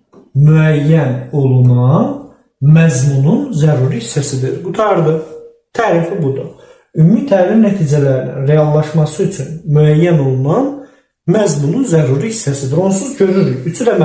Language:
Azerbaijani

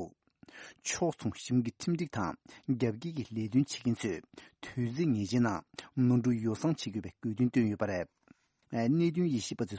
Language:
Tibetan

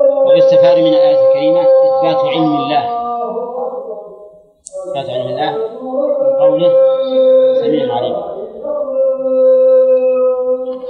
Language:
Arabic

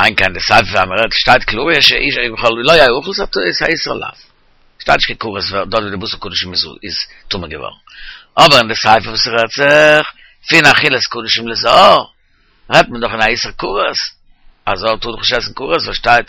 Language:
Yiddish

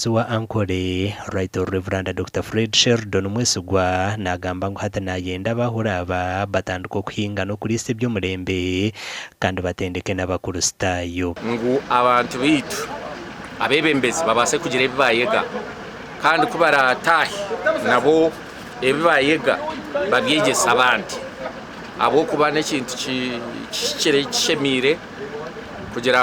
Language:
Nyankole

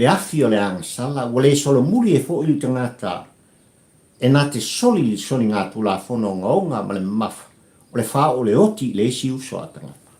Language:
Samoan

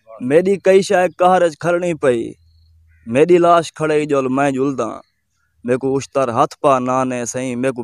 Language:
Saraiki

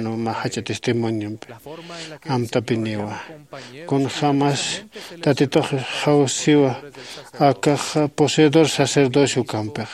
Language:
Aymara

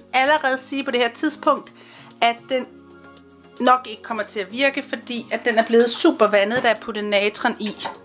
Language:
Danish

